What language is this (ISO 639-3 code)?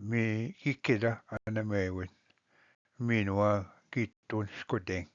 oji